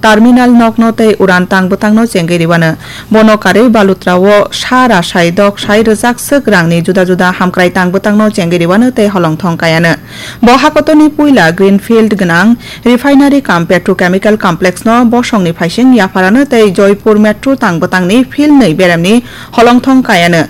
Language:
Kok Borok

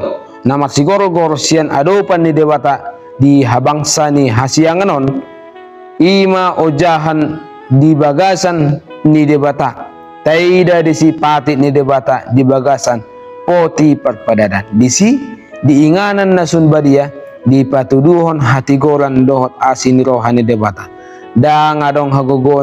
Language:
Batak Toba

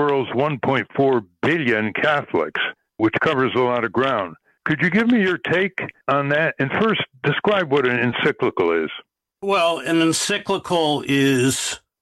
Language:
English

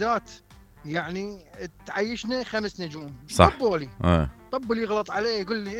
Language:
Mesopotamian Arabic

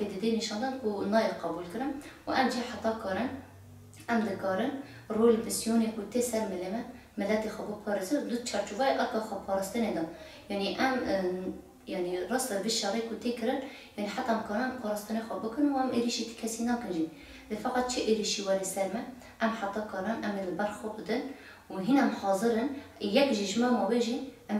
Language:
Kurdish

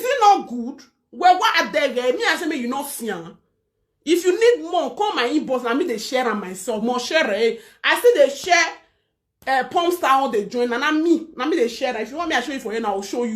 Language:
Nigerian Pidgin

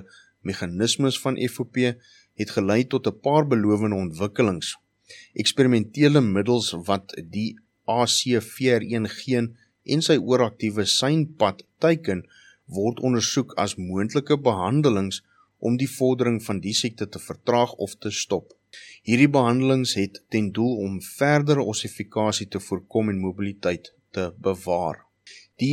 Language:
Afrikaans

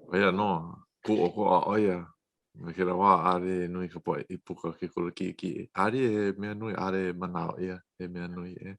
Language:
Hawaiian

